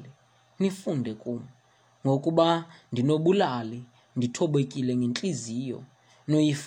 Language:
Xhosa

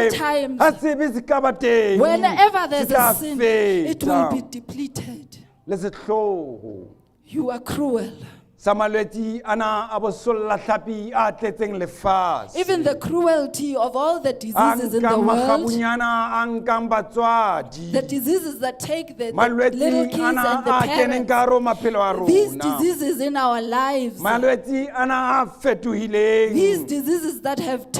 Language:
Southern Sotho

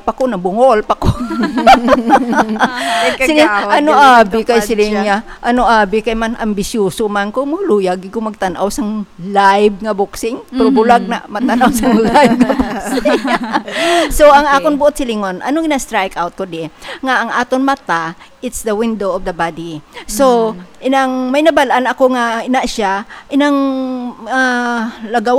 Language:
Hiligaynon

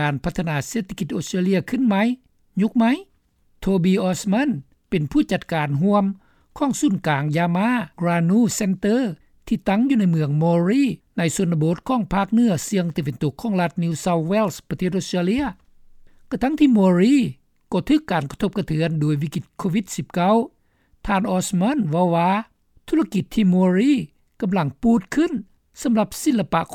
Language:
Lao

